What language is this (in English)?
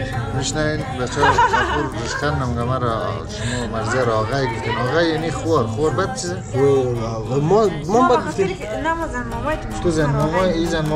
Persian